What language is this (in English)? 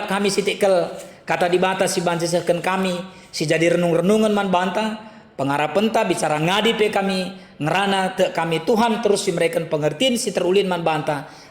Batak Karo